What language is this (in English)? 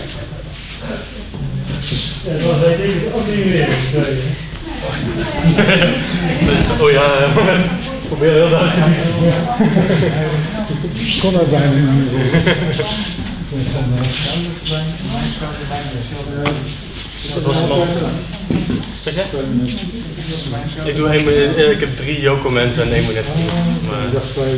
Dutch